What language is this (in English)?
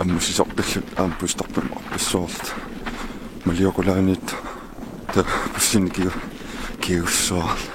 Kalaallisut